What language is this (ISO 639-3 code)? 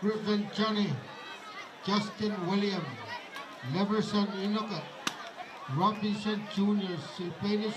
pon